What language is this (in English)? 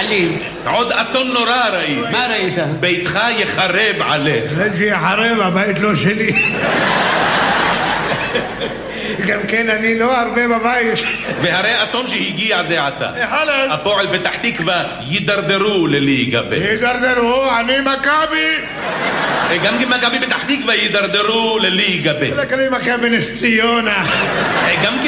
Hebrew